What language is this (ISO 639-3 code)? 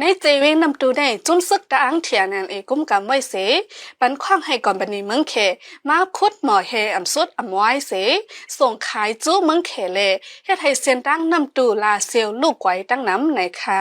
shn